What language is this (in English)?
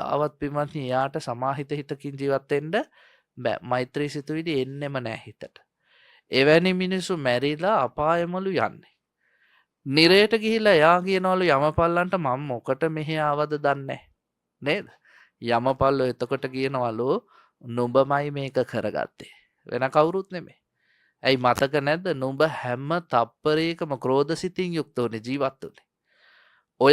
Sinhala